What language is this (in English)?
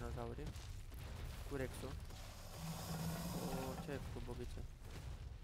Romanian